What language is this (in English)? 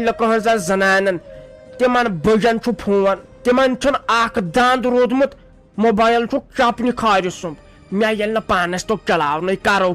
Kashmiri